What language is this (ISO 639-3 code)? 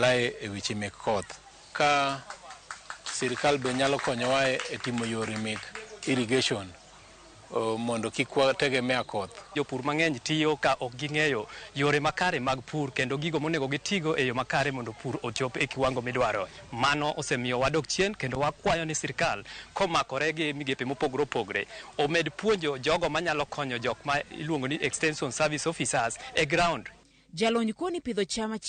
luo